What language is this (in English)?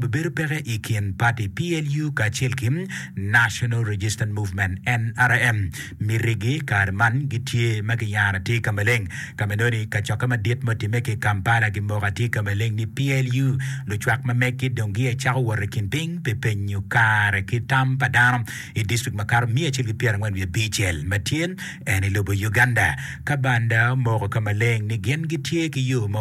Acoli